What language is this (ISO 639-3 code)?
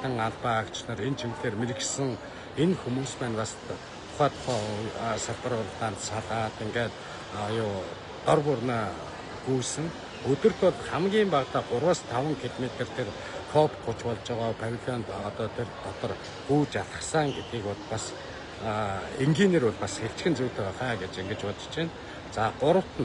mon